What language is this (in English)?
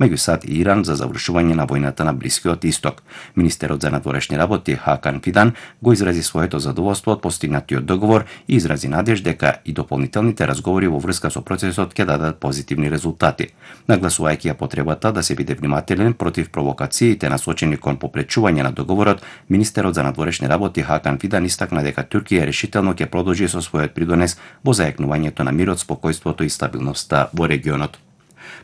Macedonian